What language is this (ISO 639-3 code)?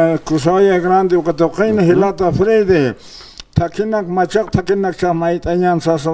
aym